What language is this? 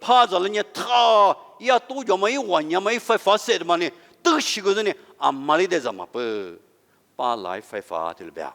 Lisu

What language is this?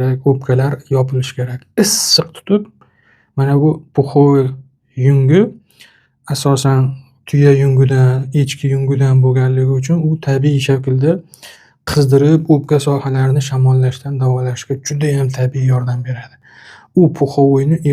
Uzbek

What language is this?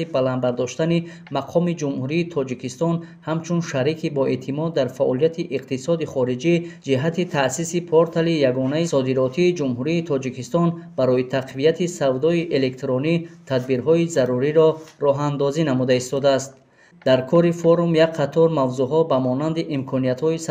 Tajik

